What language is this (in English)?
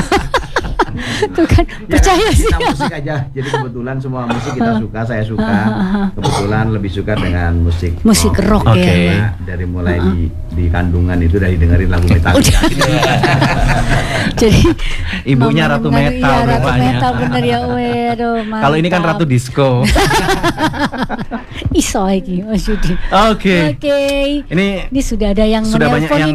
Indonesian